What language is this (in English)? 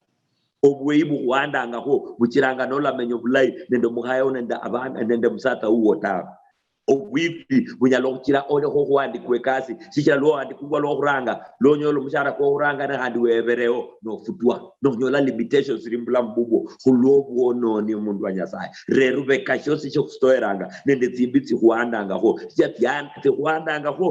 Luyia